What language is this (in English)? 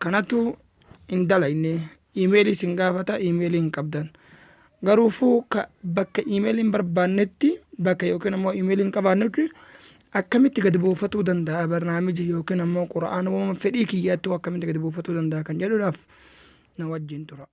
Oromo